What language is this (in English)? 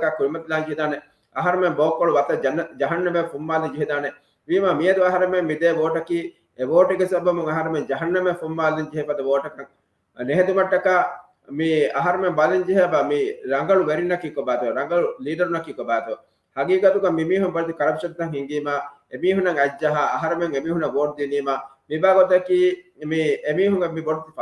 Divehi